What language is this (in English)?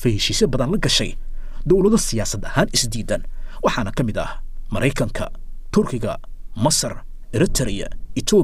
Somali